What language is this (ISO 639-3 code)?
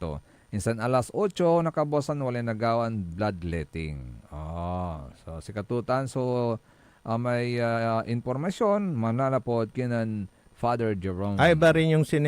pag